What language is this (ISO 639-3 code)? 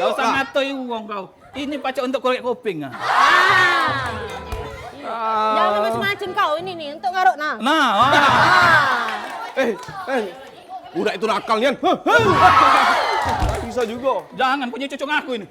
mui